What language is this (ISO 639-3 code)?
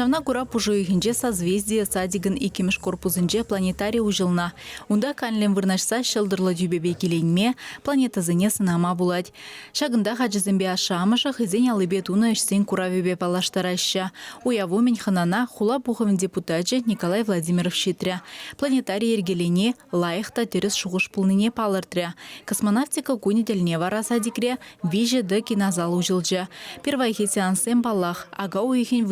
chv